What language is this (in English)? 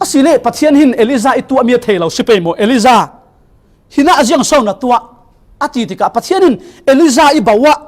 Falam Chin